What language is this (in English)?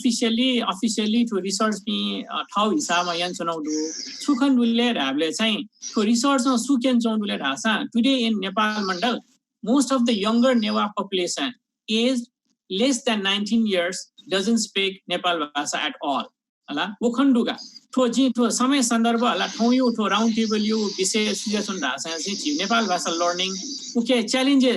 Newari